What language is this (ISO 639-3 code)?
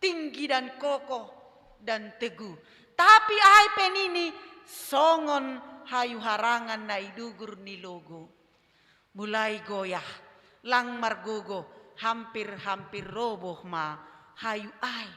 bts